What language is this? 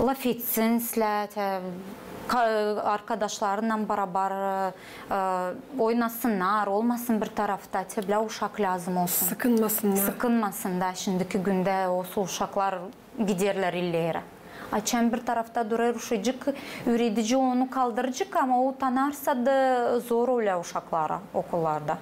Gagauz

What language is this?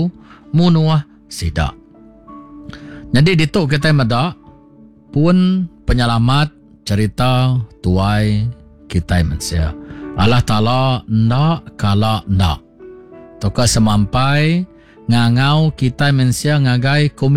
Iban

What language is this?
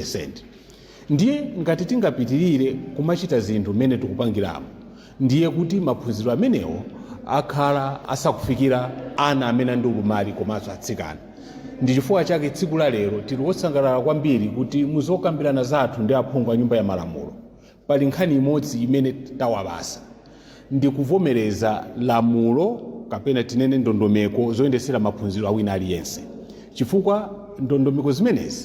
Nyanja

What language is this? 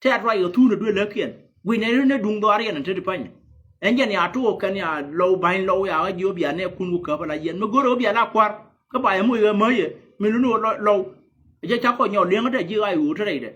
Nuer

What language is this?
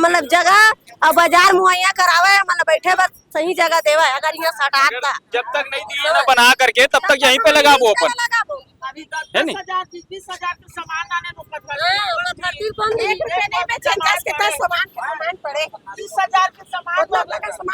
Chhattisgarhi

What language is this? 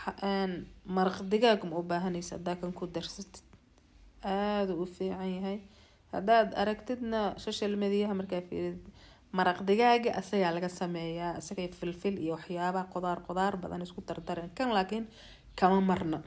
Somali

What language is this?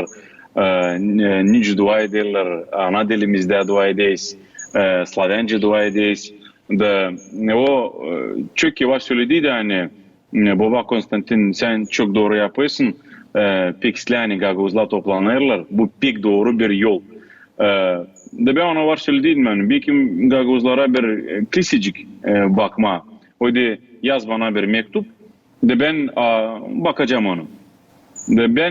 Gagauz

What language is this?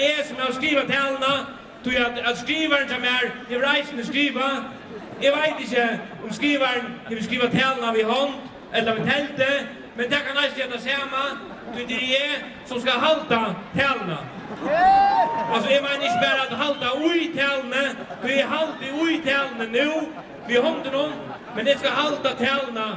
Faroese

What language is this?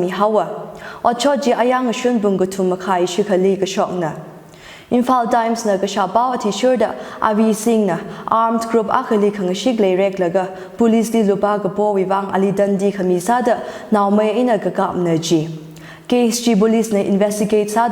Tangkhul Naga (India)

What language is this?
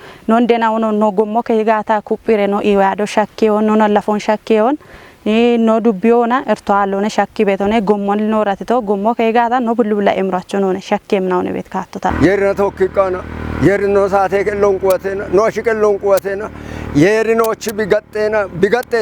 Kafa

